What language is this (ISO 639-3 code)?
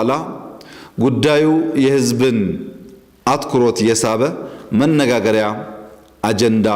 amh